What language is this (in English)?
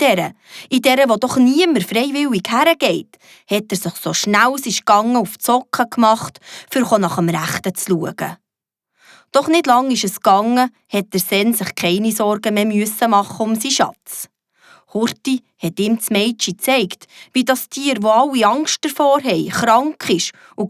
Swiss German